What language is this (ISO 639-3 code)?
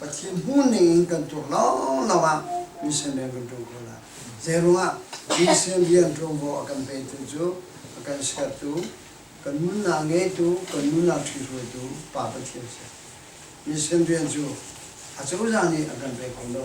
cnh